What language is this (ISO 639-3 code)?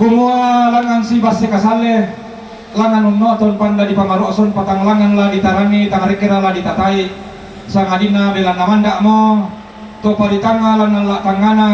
sda